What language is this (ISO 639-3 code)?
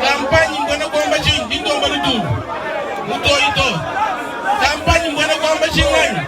lua